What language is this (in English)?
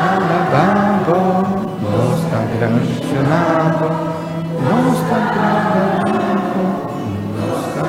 Papiamento